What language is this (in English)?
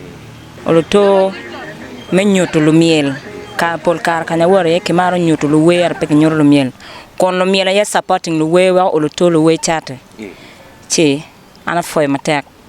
Acoli